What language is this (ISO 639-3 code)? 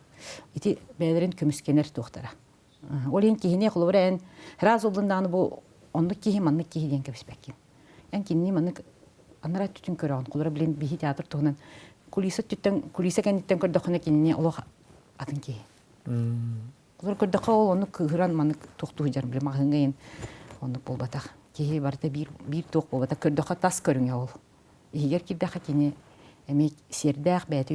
sah